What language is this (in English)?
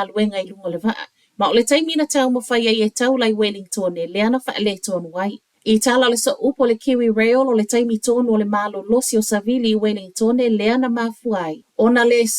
Samoan